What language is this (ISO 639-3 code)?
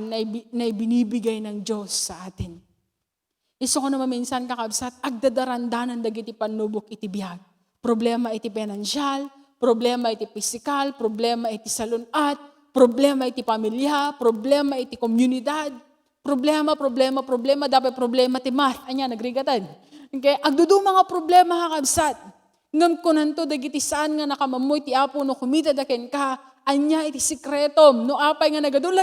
ilo